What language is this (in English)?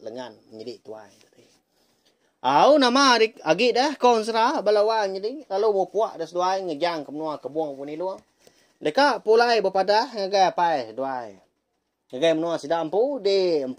Iban